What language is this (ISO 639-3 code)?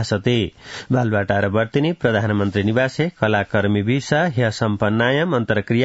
san